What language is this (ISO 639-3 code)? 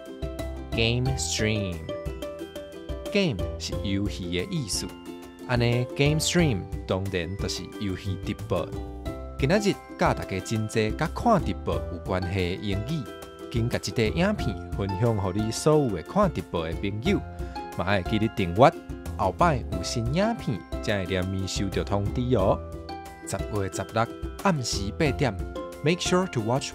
nan